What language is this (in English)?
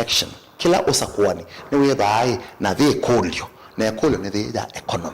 Kamba